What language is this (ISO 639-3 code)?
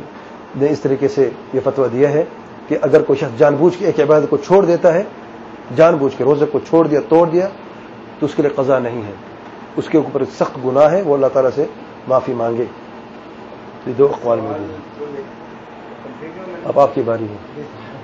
urd